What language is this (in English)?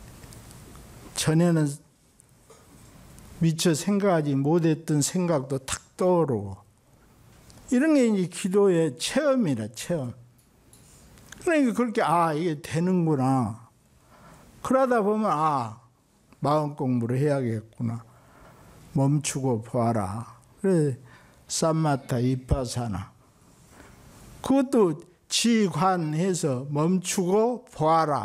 Korean